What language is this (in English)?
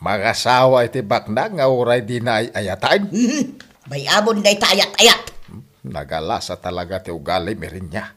Iloko